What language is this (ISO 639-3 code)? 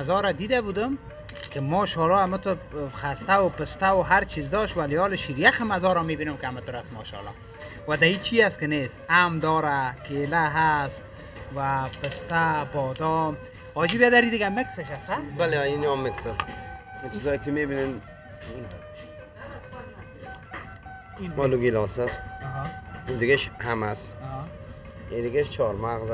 fas